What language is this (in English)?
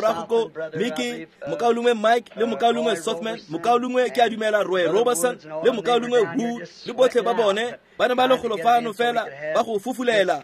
Tswana